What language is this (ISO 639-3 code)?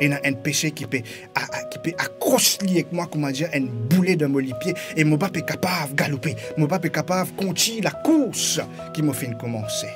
mfe